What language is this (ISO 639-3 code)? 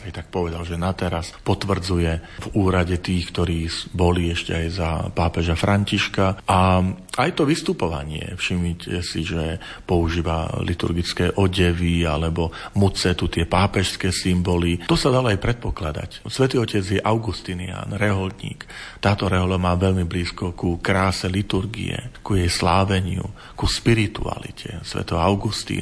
slk